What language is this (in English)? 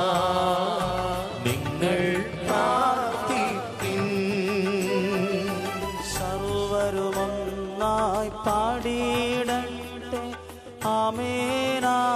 Malayalam